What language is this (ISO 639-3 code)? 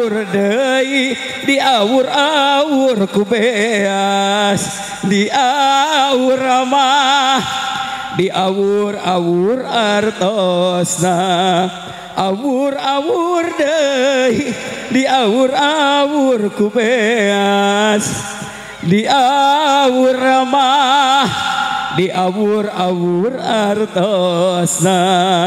sun